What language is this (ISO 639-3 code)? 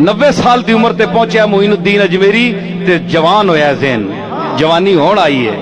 skr